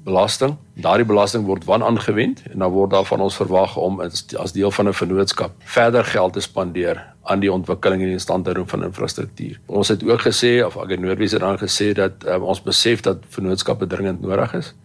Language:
Afrikaans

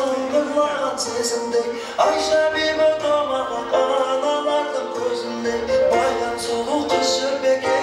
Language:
Kara-Kalpak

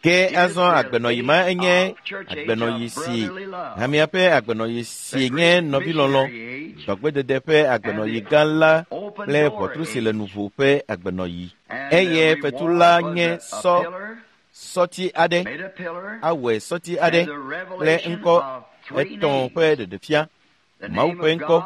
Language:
Ewe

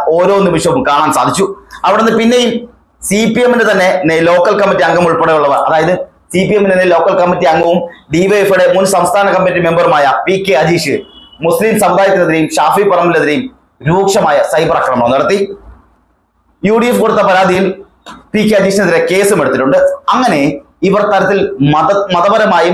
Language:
Malayalam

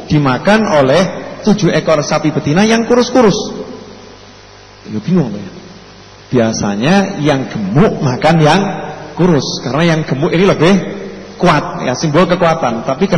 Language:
Indonesian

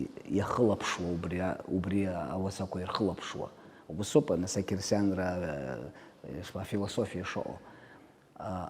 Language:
Abkhazian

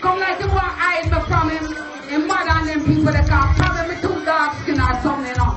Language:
Jamaican Creole English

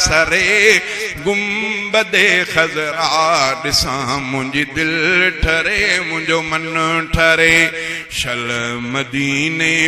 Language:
Sindhi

